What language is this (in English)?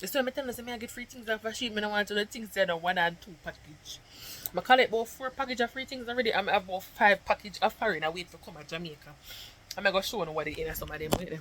Jamaican Creole English